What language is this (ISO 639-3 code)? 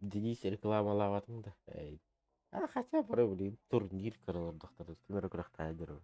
sah